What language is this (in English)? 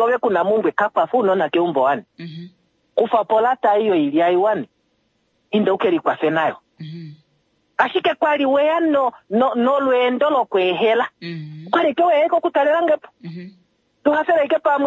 Kuanyama